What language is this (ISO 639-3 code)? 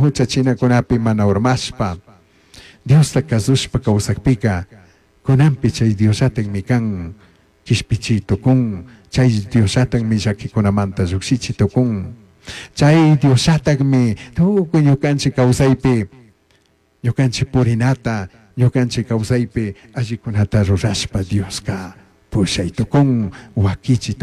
qug